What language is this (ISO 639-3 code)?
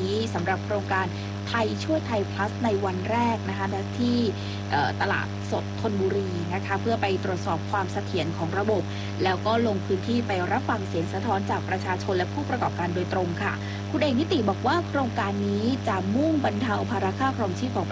tha